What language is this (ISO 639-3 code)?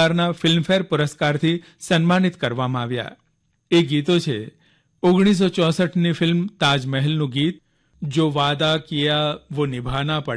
guj